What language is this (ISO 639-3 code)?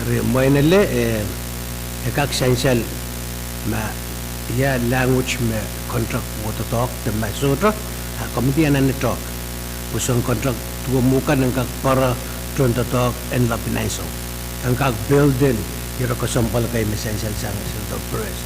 pon